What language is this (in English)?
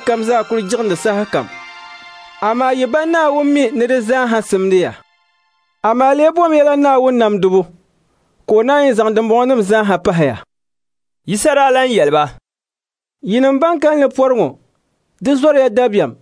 Dagbani